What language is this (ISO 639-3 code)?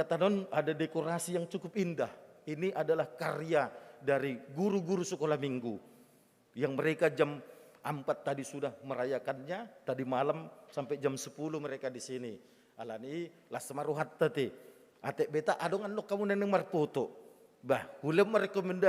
bbc